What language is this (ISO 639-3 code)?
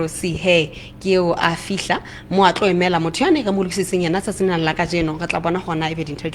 sot